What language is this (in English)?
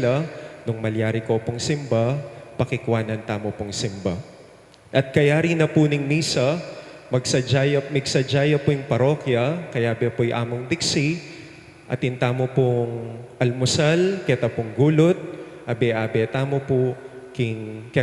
Pampanga